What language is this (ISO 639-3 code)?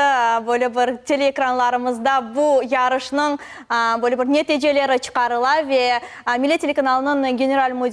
crh